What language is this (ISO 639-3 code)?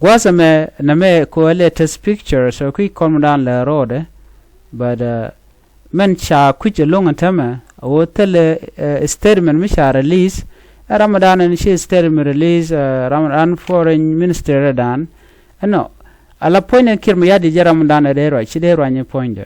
nus